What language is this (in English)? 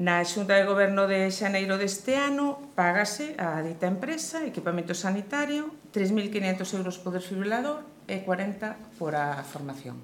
Galician